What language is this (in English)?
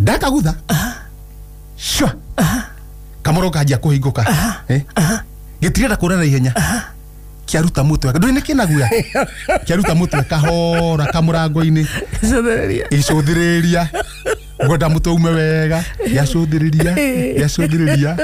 Kikuyu